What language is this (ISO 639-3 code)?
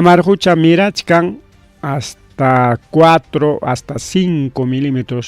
quy